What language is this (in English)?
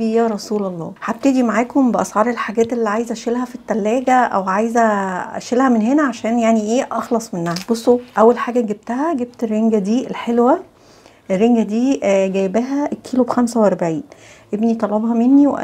Egyptian Arabic